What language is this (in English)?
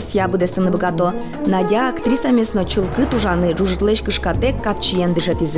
Udmurt